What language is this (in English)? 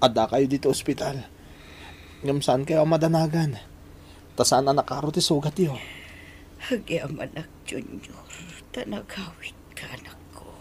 Iloko